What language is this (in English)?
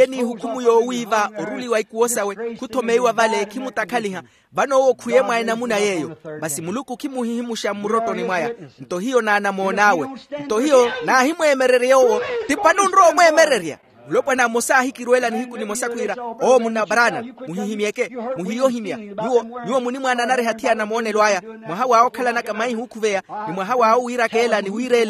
Makhuwa